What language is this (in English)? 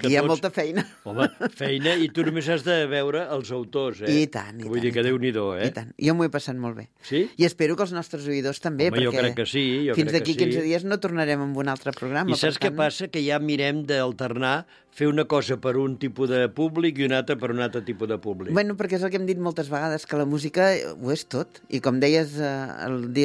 Catalan